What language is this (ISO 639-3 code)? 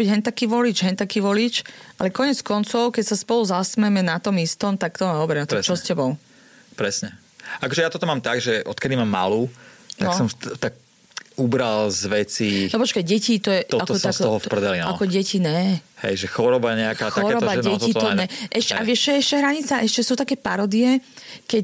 slk